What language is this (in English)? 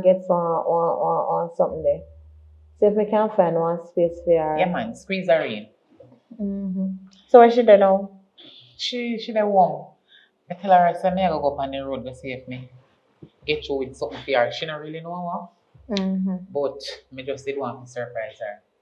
Jamaican Creole English